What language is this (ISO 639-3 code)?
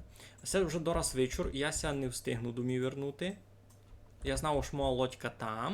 rue